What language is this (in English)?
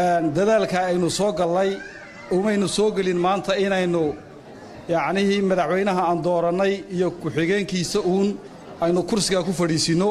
Somali